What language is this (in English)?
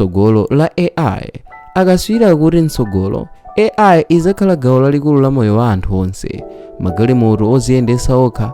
Nyanja